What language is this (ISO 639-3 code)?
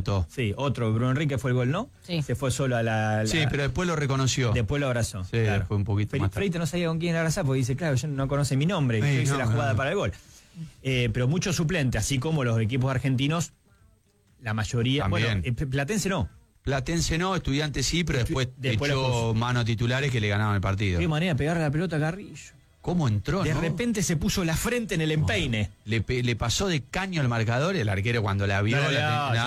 spa